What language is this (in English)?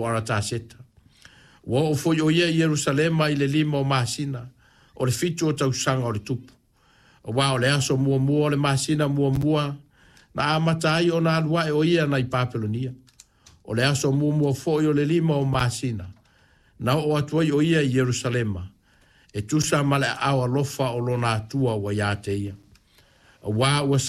Samoan